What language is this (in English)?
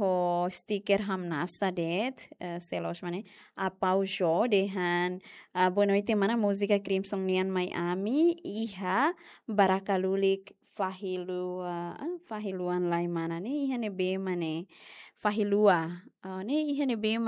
Tetum